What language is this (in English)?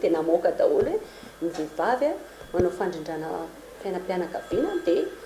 Malagasy